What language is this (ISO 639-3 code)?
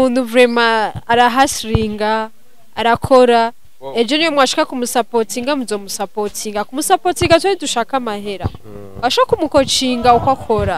run